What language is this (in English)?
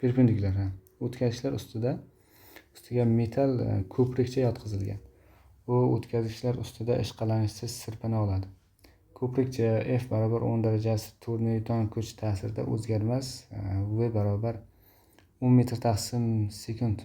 Uzbek